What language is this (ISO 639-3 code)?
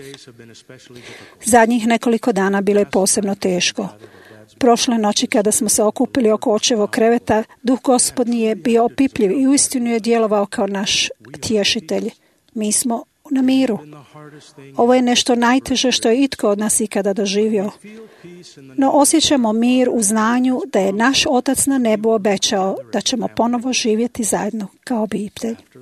hrv